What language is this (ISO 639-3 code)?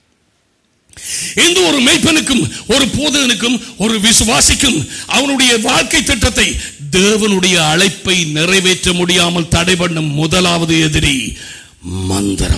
tam